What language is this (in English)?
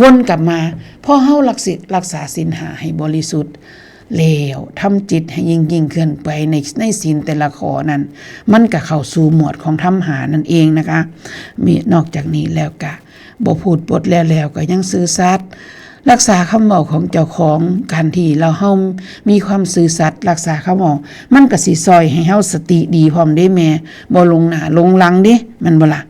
Northeastern Thai